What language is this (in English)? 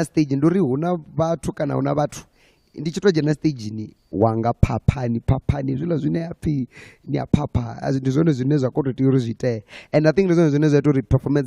Venda